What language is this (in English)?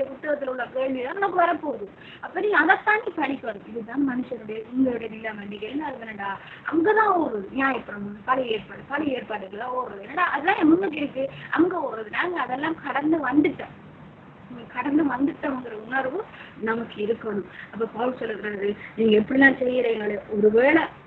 Tamil